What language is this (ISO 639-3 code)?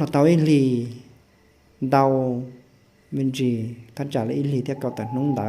hmn